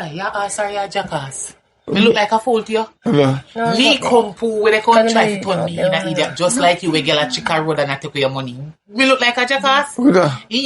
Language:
Jamaican Creole English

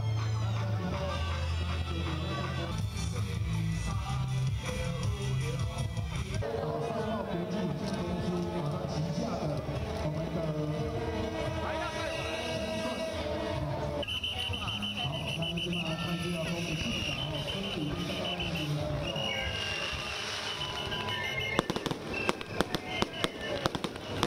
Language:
Chinese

